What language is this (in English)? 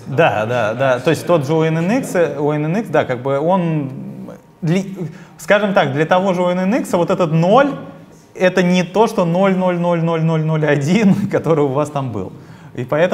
Russian